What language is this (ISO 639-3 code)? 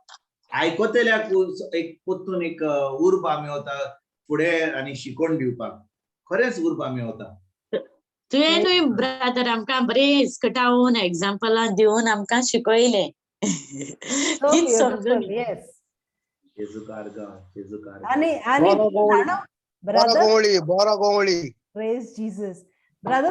kok